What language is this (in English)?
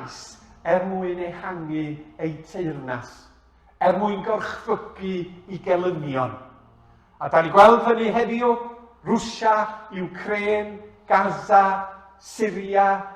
Welsh